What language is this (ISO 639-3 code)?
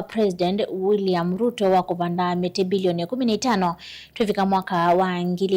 kam